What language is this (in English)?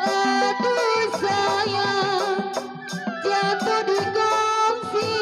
Betawi